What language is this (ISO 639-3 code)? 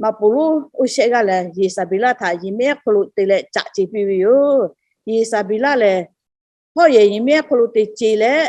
lhu